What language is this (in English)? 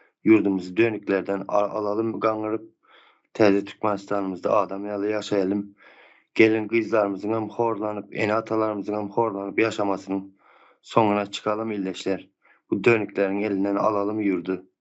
Turkmen